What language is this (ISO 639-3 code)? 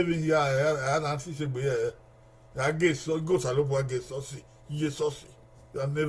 bin